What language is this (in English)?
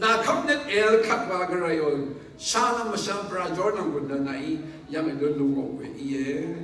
Rawang